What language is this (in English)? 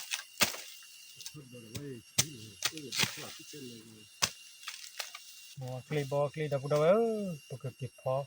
S'gaw Karen